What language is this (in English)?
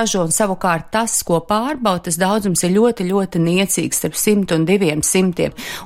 Latvian